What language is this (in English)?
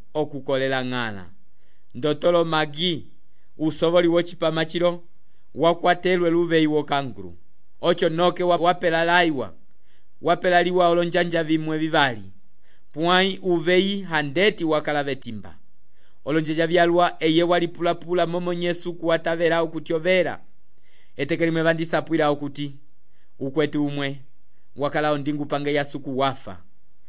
Umbundu